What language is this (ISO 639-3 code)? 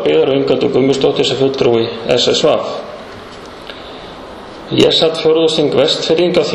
isl